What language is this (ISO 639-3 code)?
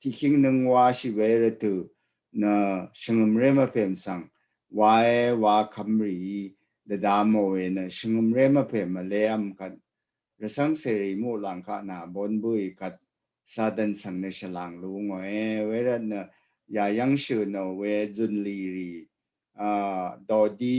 raw